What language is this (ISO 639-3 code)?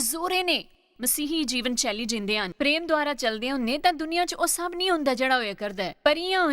doi